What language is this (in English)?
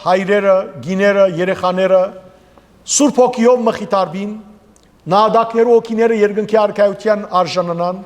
Western Armenian